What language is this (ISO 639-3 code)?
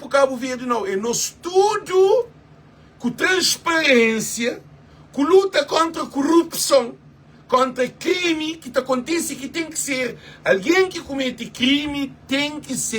kea